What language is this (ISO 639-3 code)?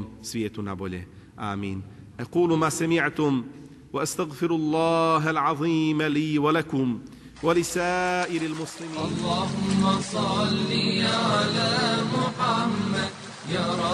bos